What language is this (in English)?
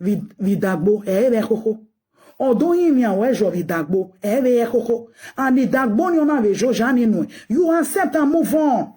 Nigerian Pidgin